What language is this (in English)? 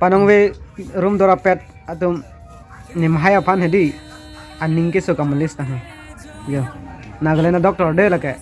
Karbi